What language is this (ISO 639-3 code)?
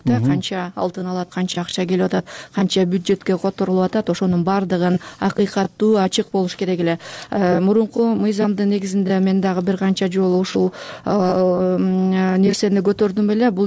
kir